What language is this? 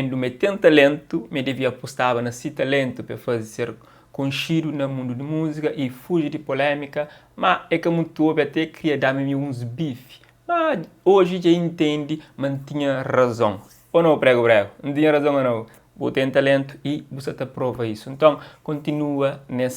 Kabuverdianu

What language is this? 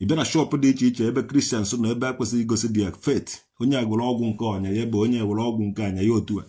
Igbo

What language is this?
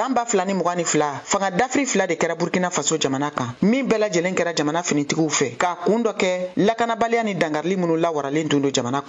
Bambara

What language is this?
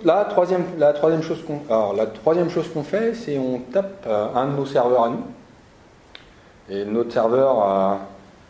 French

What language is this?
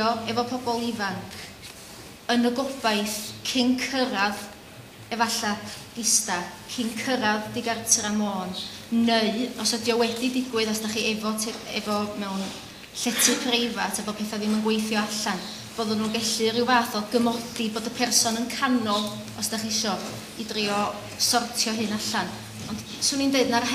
Welsh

